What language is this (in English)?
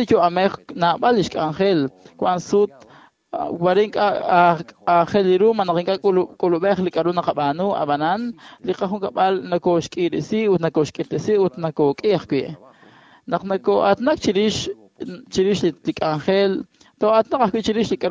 Kekchí